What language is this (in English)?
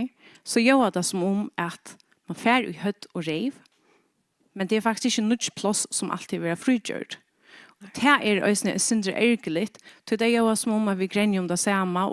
Faroese